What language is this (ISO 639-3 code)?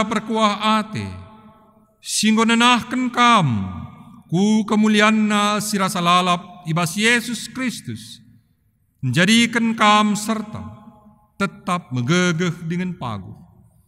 btx